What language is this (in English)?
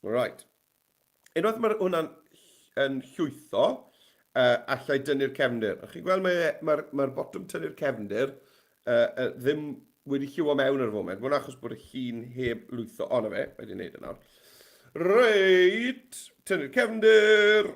Welsh